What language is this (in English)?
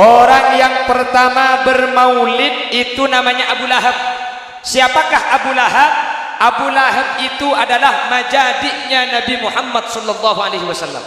Madurese